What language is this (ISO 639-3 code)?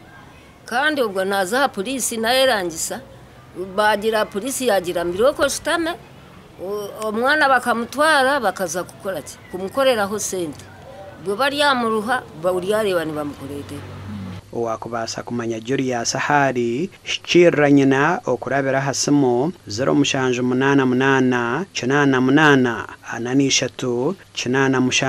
nyn